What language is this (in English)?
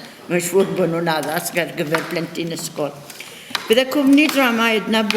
Welsh